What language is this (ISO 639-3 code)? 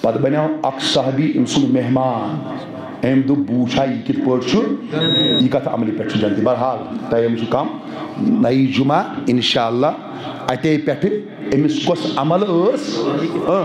kas